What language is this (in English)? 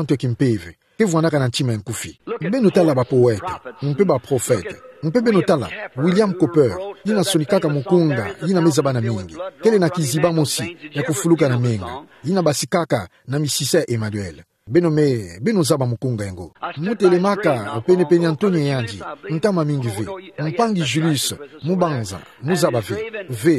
Kituba (Democratic Republic of Congo)